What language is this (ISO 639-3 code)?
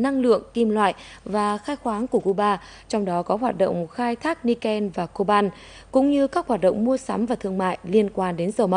vie